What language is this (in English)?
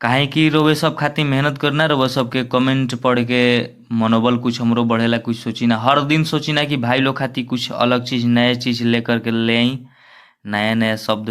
Bhojpuri